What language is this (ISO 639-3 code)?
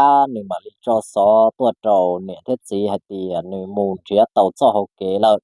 hmn